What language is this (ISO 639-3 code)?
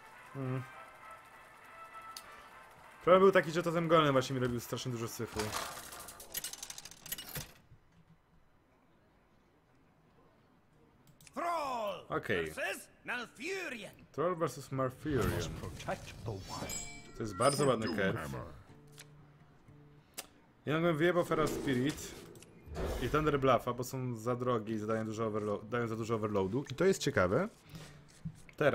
pol